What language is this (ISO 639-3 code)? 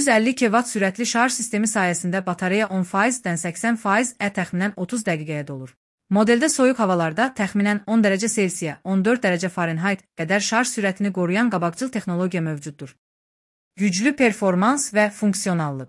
aze